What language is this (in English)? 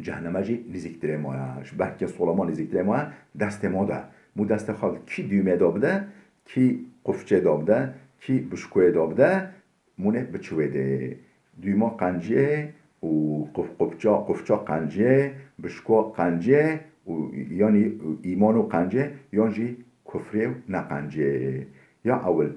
Kurdish